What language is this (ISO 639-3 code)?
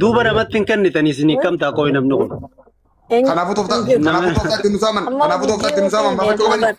orm